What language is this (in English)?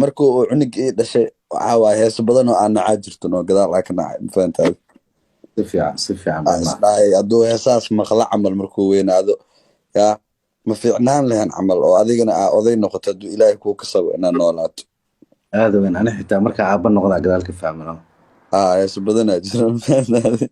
Somali